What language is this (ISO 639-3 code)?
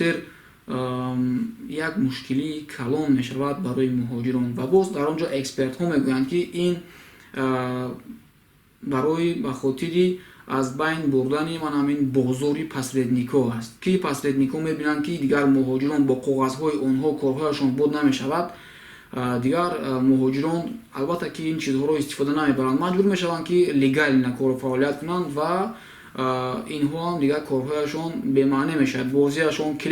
tgk